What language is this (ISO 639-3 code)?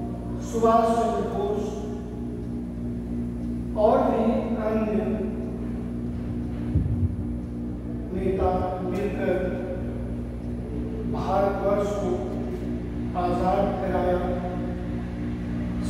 hin